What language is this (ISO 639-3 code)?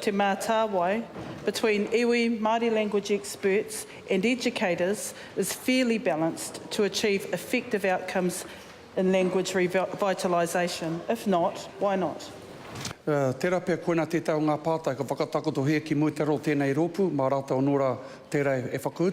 mri